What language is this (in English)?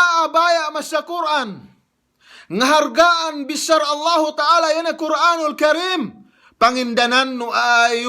Yakan